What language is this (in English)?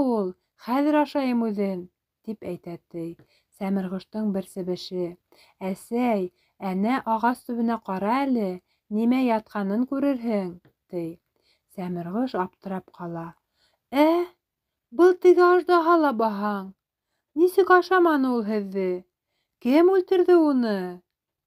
Bashkir